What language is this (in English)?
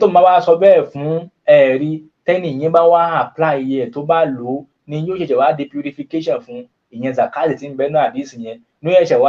Yoruba